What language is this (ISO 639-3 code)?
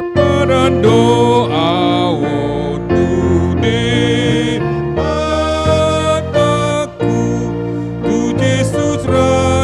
bbc